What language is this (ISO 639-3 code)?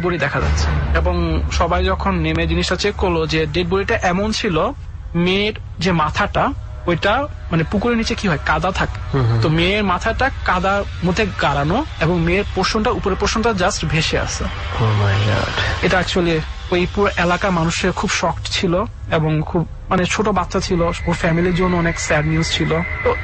ben